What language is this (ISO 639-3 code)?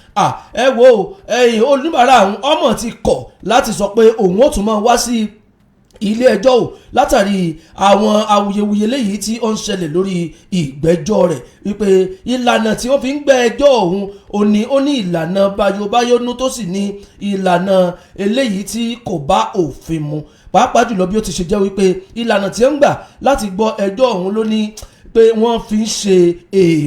yor